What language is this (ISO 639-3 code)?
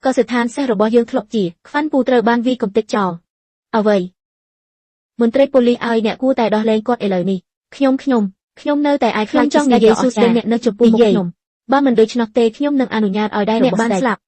khm